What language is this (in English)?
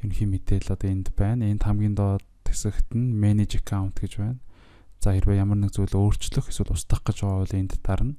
Mongolian